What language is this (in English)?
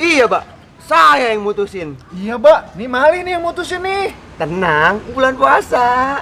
Betawi